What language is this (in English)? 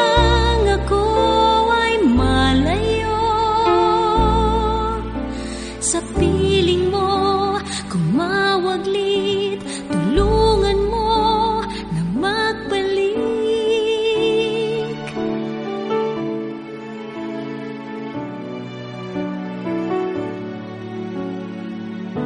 Filipino